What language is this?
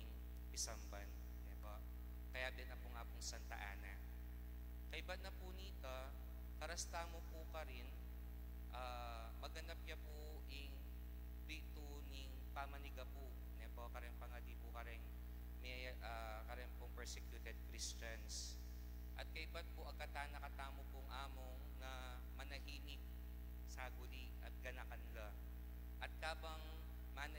Pampanga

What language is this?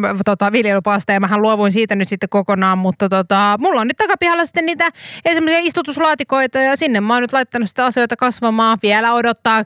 Finnish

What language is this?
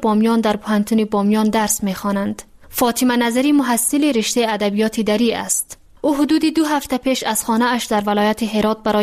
Persian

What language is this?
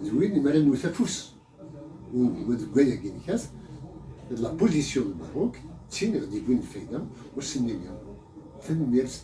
Kabyle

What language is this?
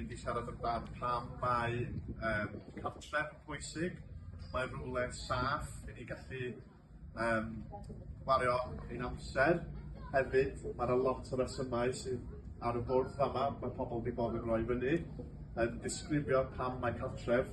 Welsh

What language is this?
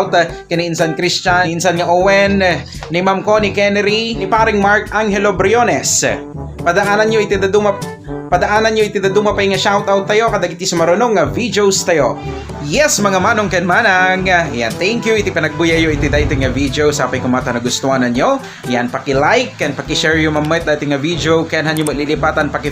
Iloko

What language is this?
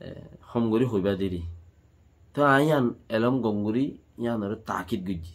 Rohingya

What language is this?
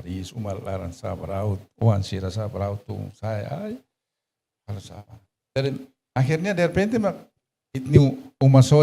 Tetum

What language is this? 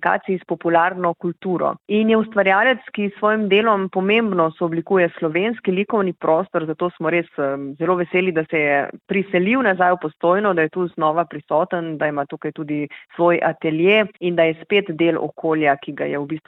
Slovenian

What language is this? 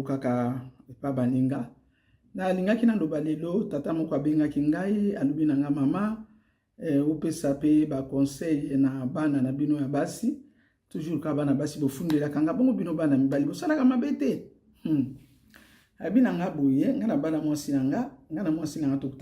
Lingala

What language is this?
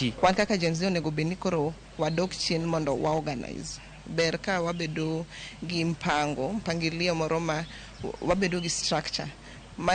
Luo (Kenya and Tanzania)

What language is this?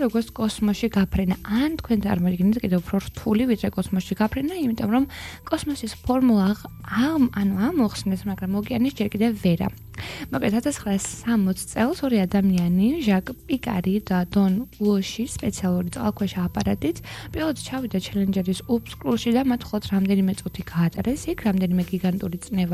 Georgian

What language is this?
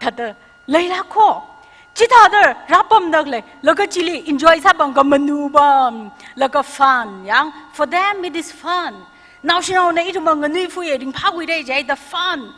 Tangkhul Naga (India)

